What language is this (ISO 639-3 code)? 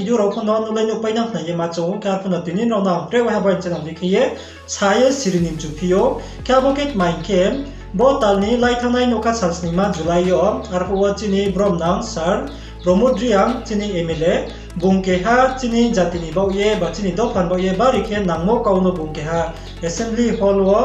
ria